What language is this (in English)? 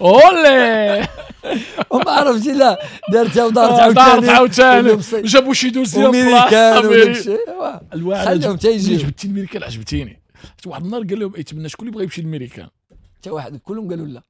Moroccan Arabic